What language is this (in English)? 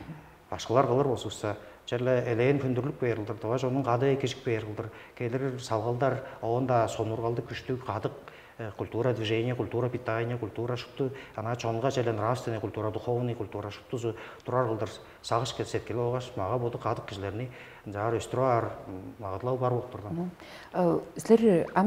Tuvinian